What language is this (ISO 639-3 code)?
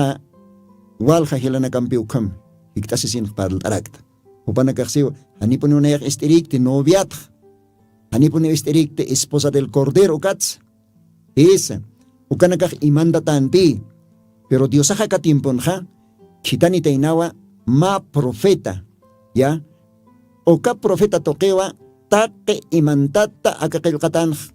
aym